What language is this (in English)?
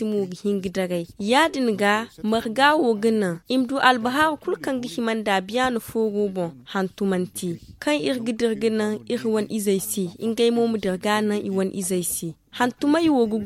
Zarma